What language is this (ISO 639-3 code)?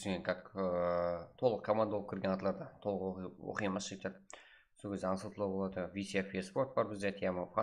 kaa